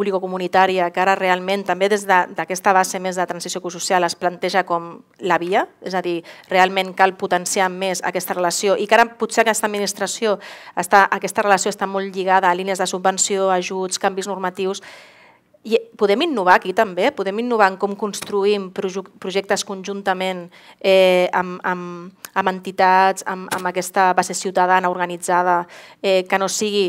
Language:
Catalan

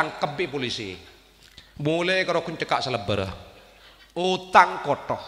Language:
Madurese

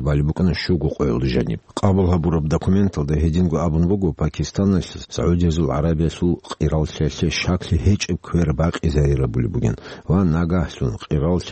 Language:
Avaric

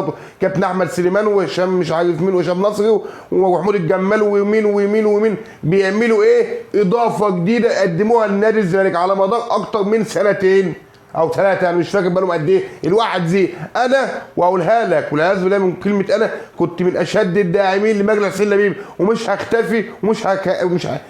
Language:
Egyptian Arabic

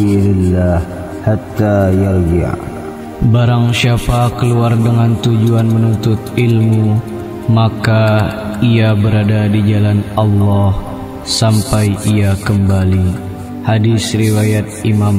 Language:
Banjar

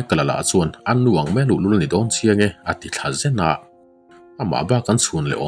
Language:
Mizo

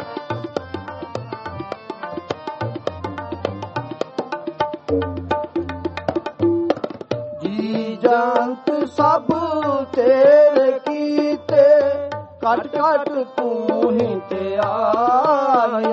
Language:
Punjabi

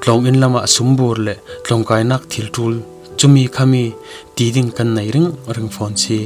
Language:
Falam Chin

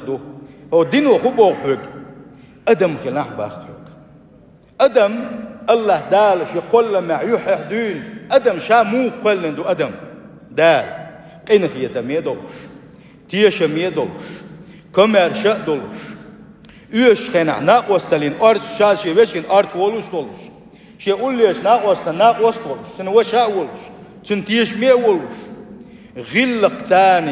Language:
Chechen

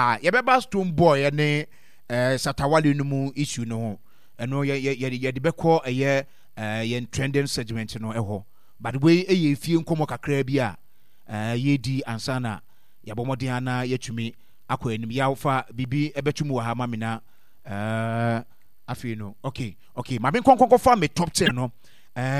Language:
Akan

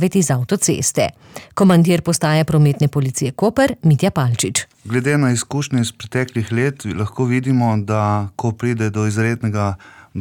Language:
Slovenian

